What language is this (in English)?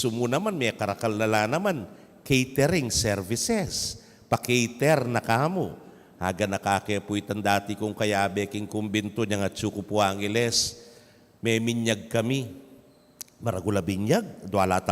Pampanga